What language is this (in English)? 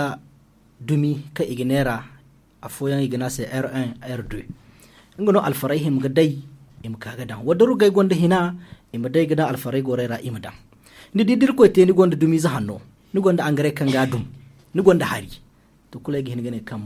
Zarma